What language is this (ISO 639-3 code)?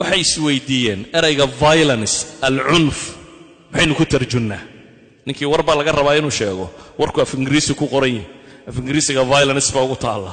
som